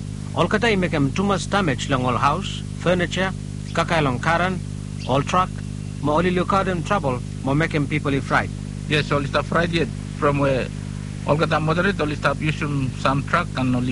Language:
Bislama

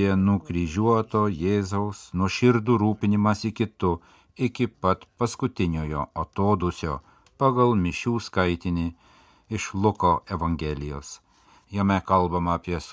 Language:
Lithuanian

